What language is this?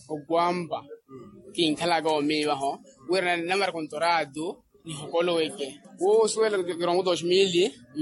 Makhuwa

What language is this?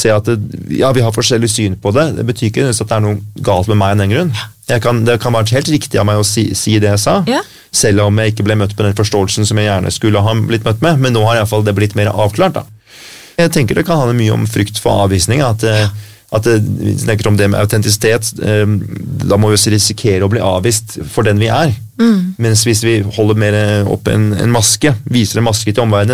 Norwegian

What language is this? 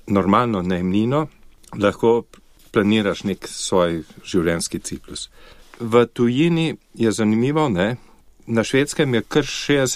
Slovenian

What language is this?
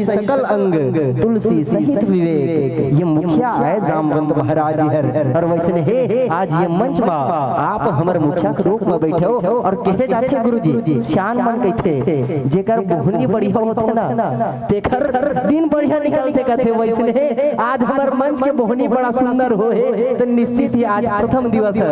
Chhattisgarhi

